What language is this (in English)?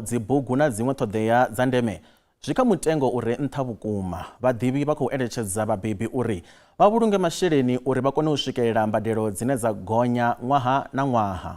Venda